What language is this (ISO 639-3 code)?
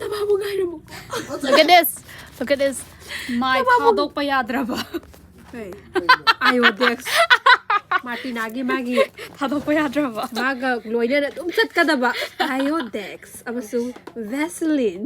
mni